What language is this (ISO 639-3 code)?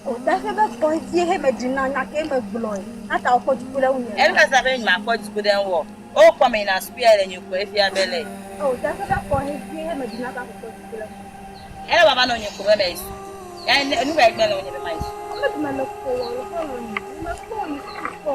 ewe